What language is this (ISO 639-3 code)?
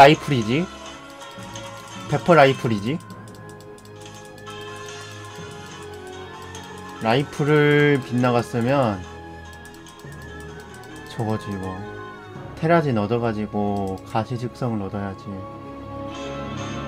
kor